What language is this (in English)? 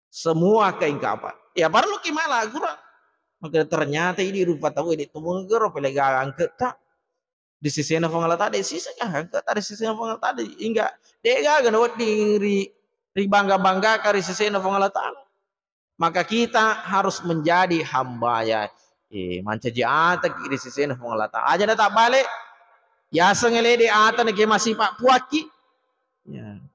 Buginese